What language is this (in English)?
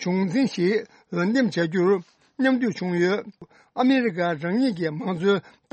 Tibetan